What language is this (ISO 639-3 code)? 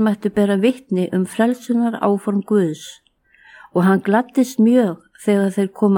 isl